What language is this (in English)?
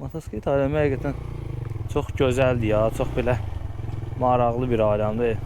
Azerbaijani